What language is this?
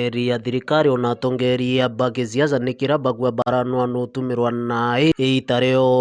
Meru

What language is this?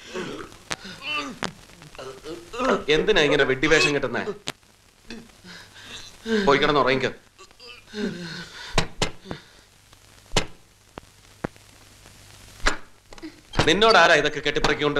Malayalam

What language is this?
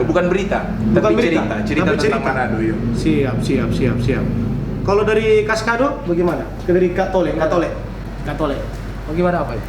Manado Malay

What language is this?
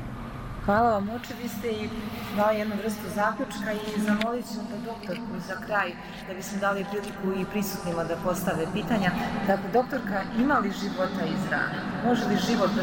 Serbian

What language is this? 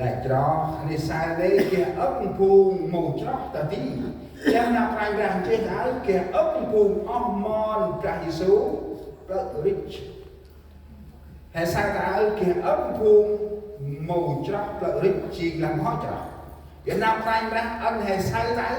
Central Mnong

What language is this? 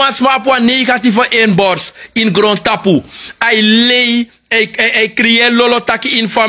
Sranan Tongo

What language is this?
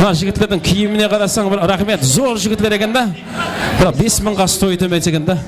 Kara-Kalpak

